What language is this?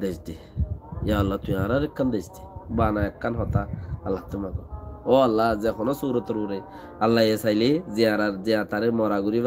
Rohingya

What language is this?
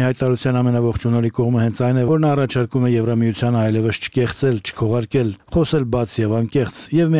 Armenian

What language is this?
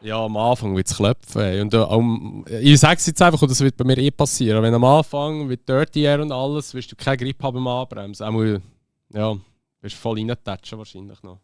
Swiss German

